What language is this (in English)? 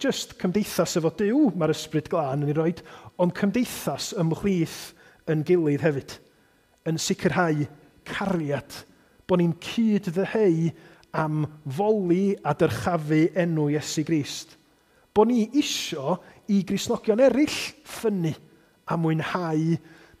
Welsh